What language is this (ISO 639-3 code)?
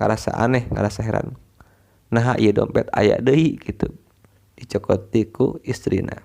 sun